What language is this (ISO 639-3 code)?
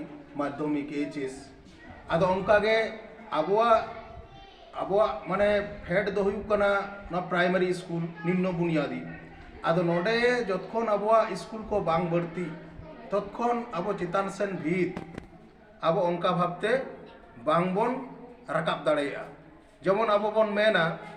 sat